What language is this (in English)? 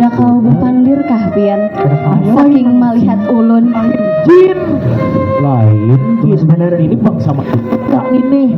Banjar